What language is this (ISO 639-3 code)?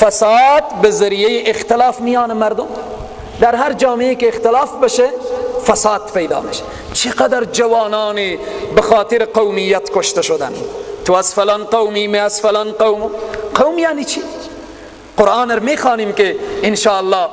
fas